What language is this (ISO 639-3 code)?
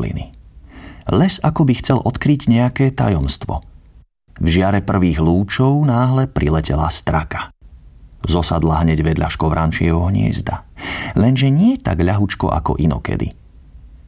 slk